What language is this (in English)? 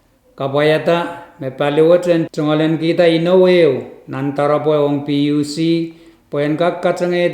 Pohnpeian